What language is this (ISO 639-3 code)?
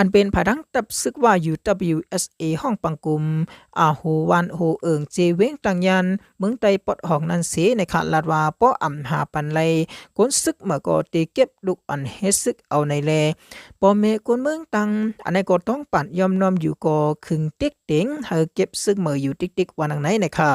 shn